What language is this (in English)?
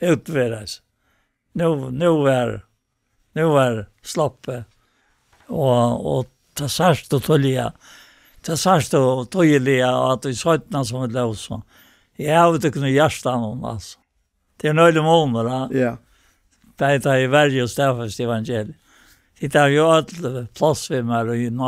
Faroese